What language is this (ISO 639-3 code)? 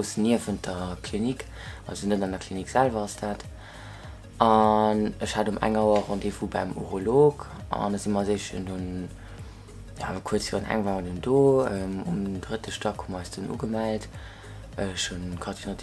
ltz